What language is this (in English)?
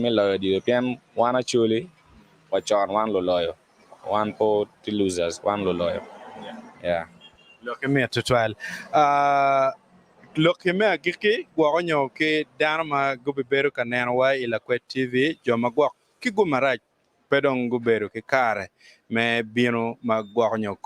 Acoli